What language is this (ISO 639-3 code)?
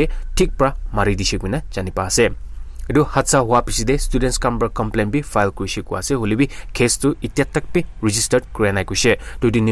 nag